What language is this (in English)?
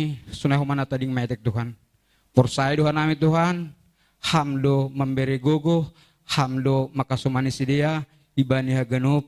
Batak Simalungun